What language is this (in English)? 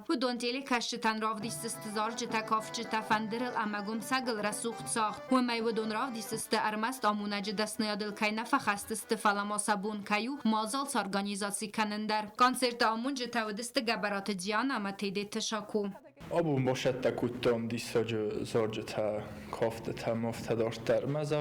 Ossetic